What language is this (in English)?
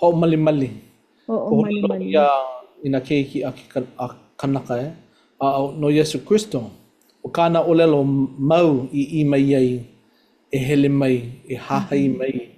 Hawaiian